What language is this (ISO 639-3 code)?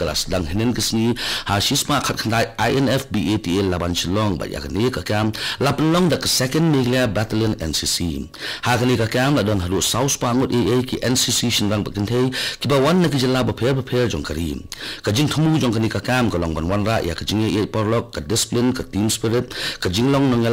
kha